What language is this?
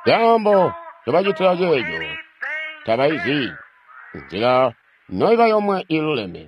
Tonga (Zambia)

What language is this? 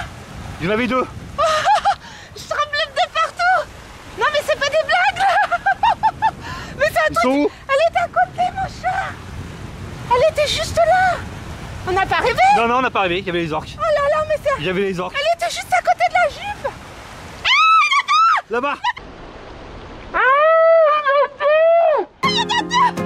French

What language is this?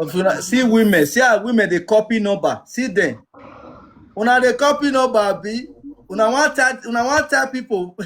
Nigerian Pidgin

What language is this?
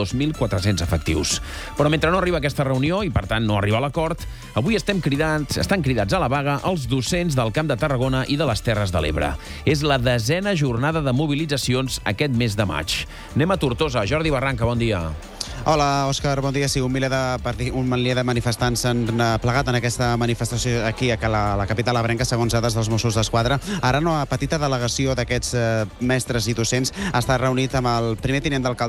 Catalan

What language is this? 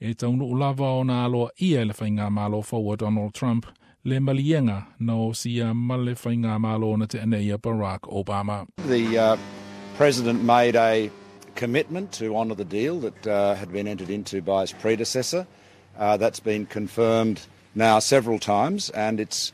Samoan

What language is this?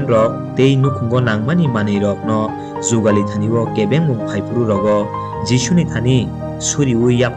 Kok Borok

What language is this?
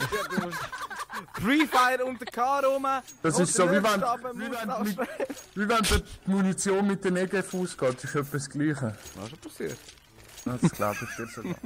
Swiss German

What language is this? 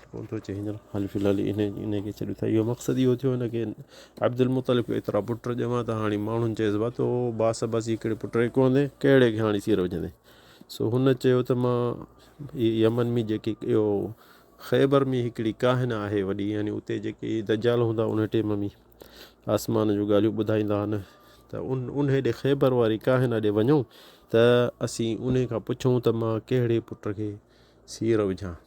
Sindhi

